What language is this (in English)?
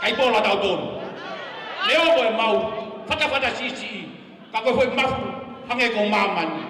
Tongan